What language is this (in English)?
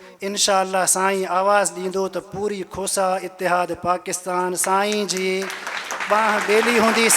Sindhi